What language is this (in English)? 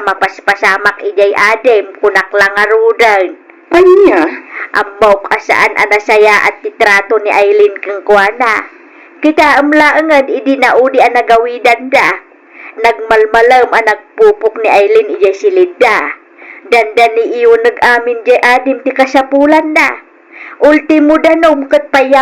Iloko